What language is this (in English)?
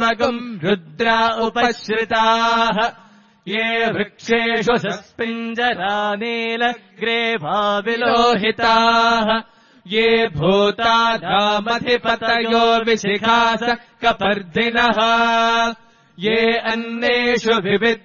Sanskrit